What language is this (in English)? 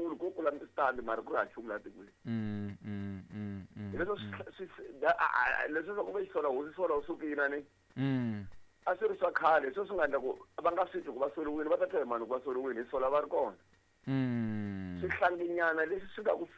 Tsonga